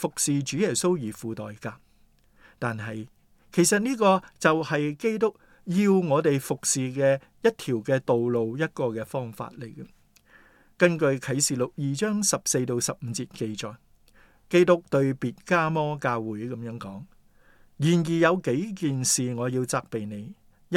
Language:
Cantonese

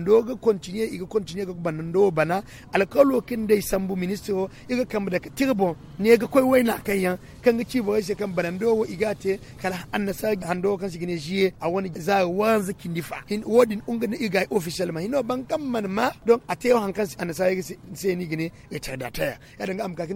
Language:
Zarma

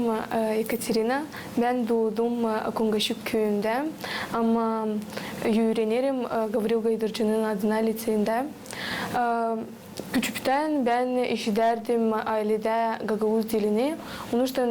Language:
Gagauz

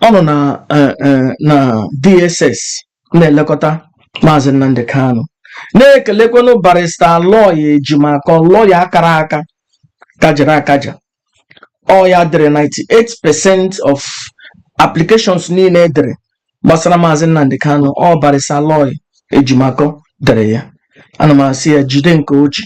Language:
Igbo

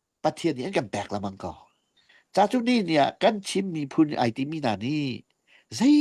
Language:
Hakha Chin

